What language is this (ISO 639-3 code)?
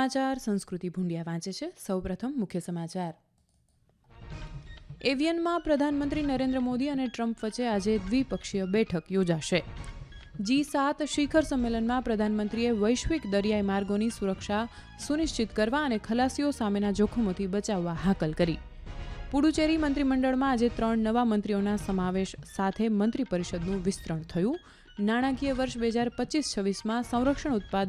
guj